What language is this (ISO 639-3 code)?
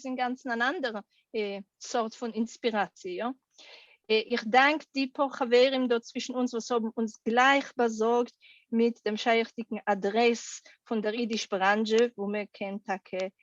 yid